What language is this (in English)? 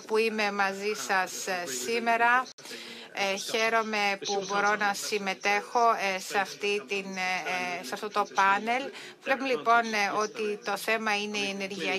Greek